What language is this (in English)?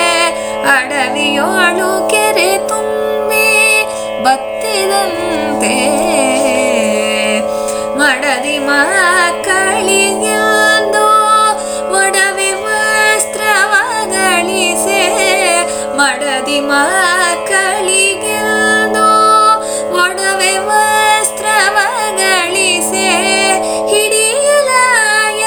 Kannada